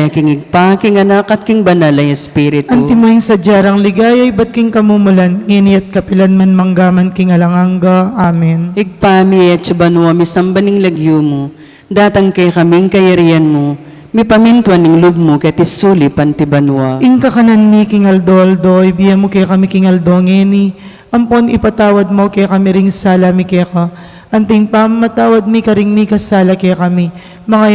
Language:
Pampanga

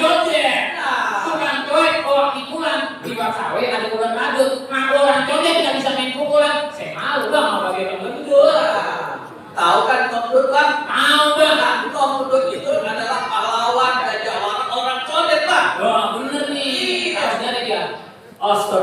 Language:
Betawi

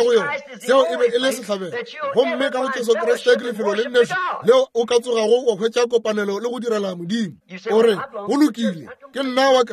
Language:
Northern Sotho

